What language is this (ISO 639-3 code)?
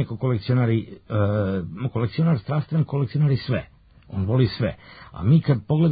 hrv